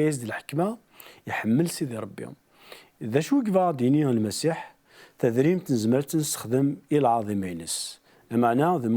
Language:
Kabyle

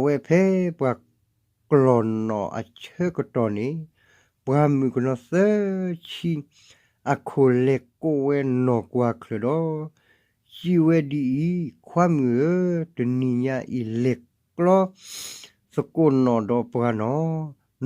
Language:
S'gaw Karen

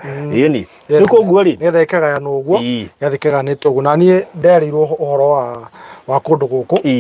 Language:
Kikuyu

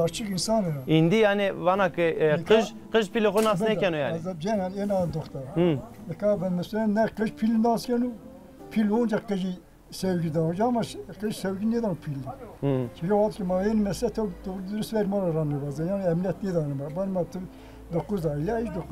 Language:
Zaza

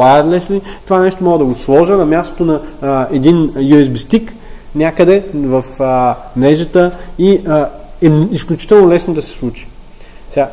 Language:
Bulgarian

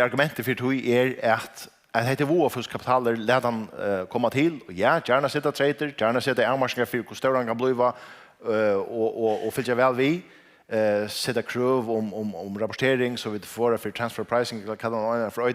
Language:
Faroese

